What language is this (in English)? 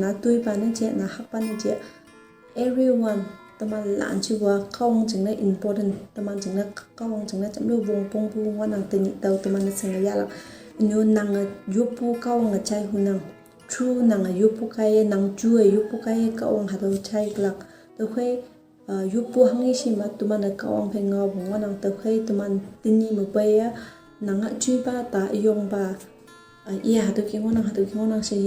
Konyak Naga